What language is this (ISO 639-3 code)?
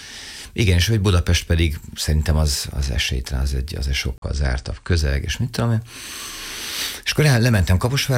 hun